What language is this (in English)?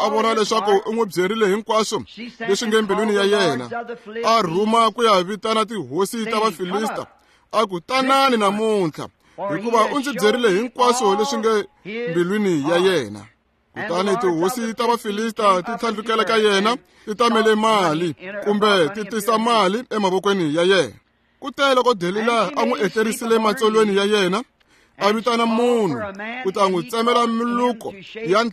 Tsonga